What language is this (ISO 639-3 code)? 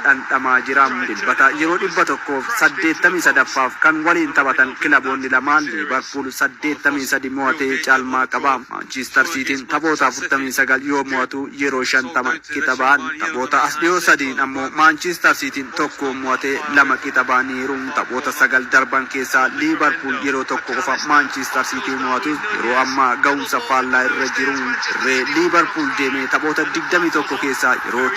orm